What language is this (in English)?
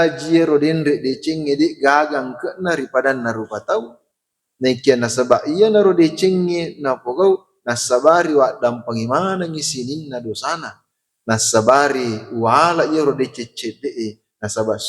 Buginese